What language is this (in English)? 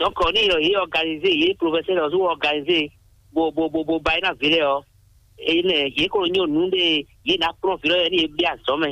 Fon